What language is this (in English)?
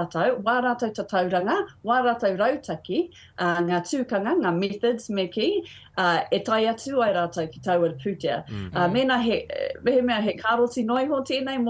Māori